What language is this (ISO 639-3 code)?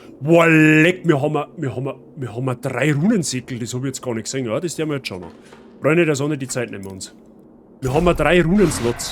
bar